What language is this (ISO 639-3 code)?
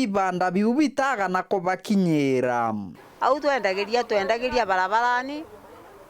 mer